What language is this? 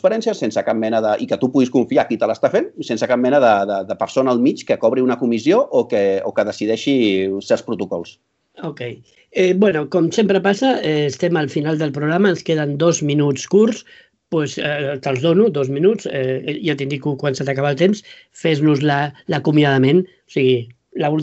Catalan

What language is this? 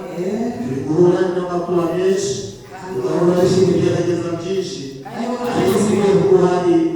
Kinyarwanda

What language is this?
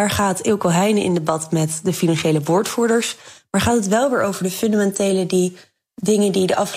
Dutch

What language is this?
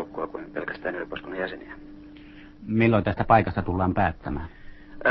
Finnish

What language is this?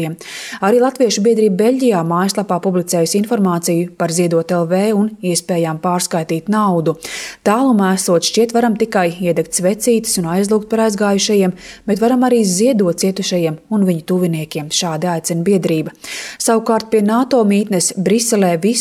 Latvian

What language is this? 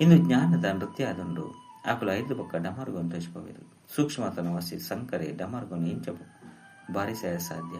Tulu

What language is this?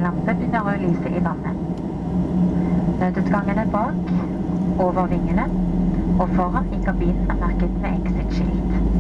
Norwegian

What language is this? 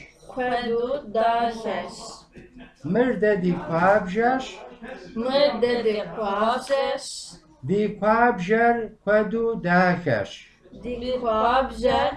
Kabardian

